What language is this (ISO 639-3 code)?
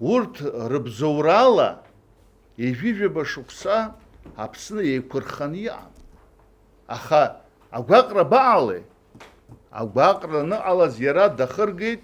abk